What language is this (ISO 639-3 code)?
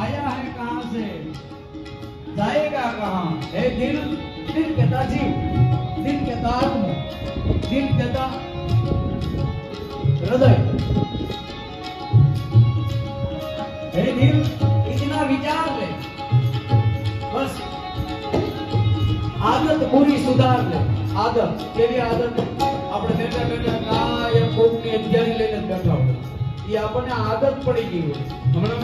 guj